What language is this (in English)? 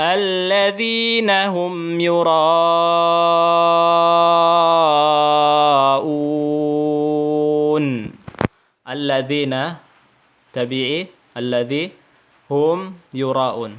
Tausug